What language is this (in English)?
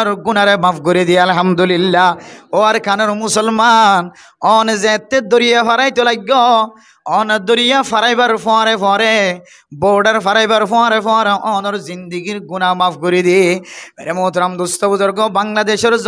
Rohingya